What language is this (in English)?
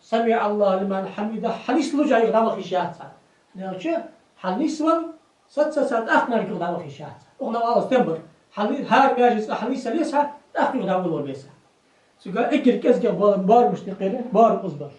Ingush